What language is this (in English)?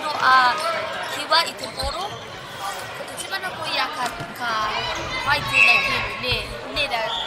Māori